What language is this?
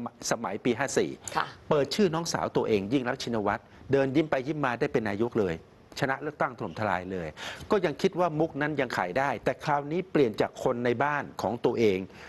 Thai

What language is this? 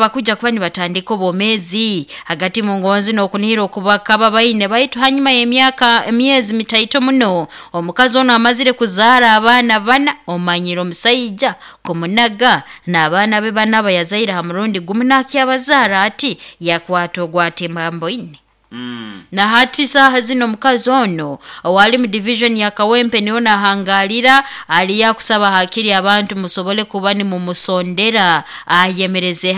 Nyoro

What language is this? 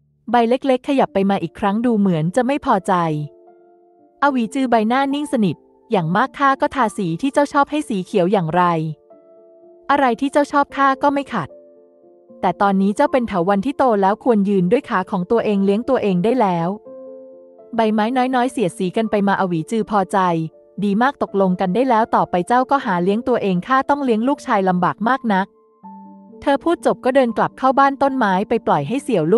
Thai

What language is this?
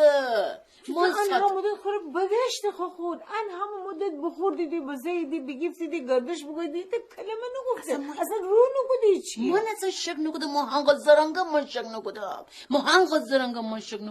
Gilaki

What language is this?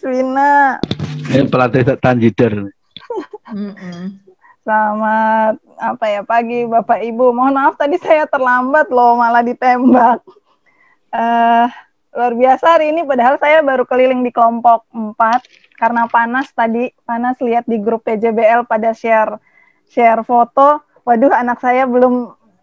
Indonesian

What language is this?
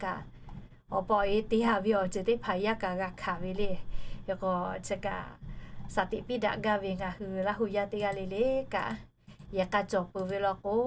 Lahu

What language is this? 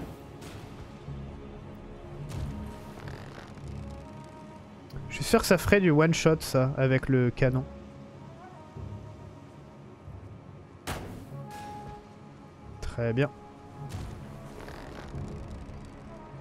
French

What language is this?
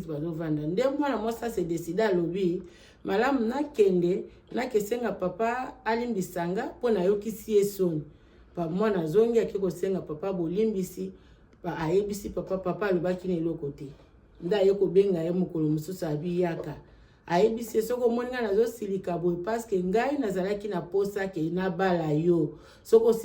Lingala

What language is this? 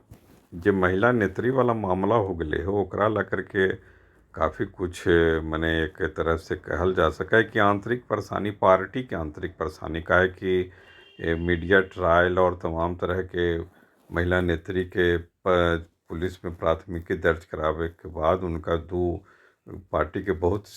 Magahi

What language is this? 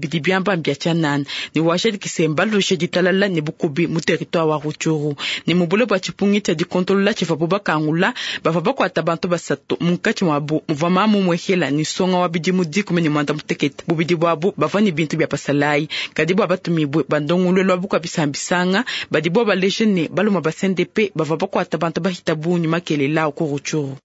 Luba-Lulua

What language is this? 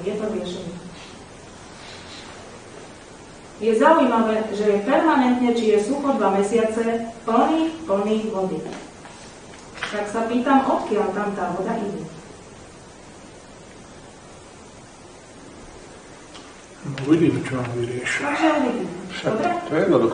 Slovak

